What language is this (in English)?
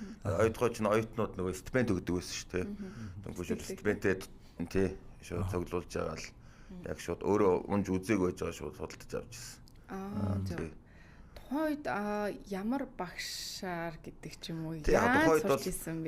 Mongolian